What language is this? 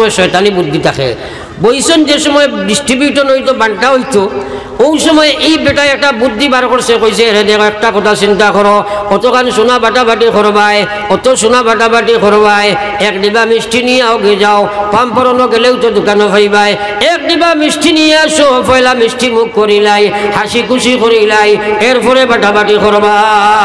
Sylheti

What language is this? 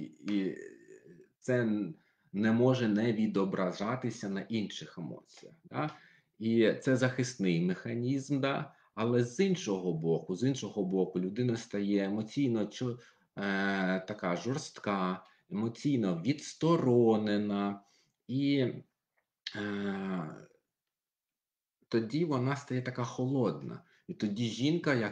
Ukrainian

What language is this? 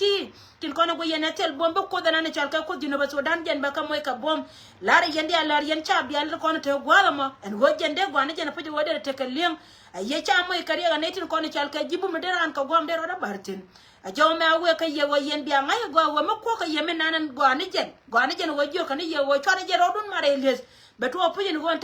Nuer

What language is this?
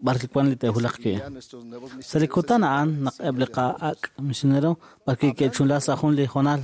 Kekchí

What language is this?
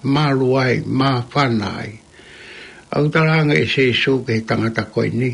Tongan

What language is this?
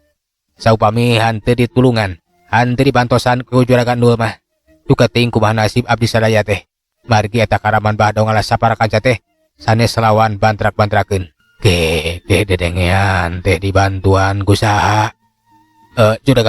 Sundanese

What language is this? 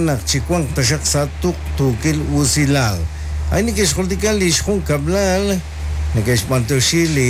Kekchí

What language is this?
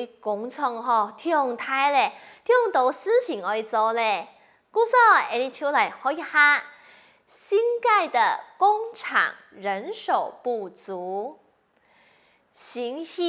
Hakka Chinese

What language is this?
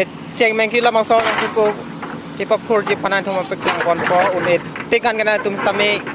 Karbi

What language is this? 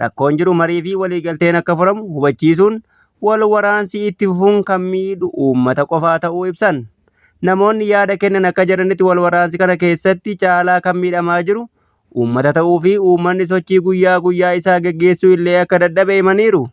Oromo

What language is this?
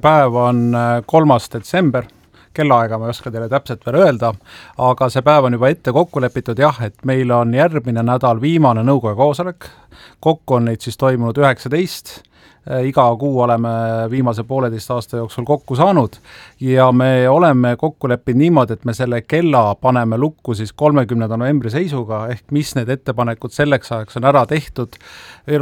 Estonian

